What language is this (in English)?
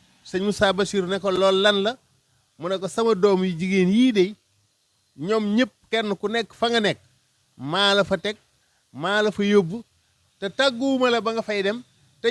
Wolof